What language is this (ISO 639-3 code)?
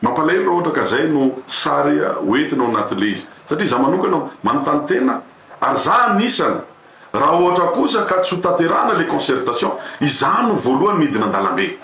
mlg